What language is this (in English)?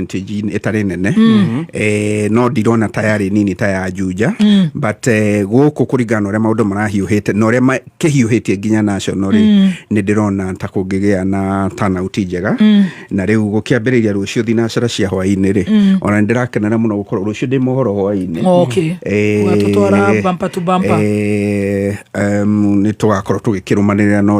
Kikuyu